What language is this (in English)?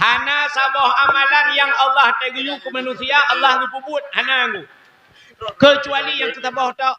Achinese